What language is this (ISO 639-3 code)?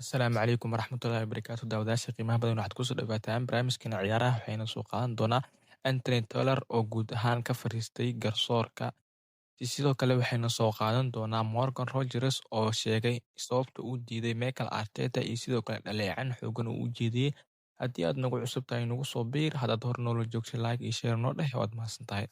som